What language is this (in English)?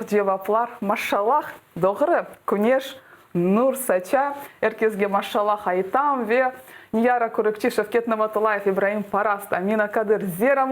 Crimean Tatar